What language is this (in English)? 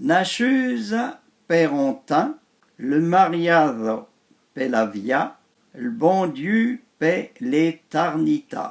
Arpitan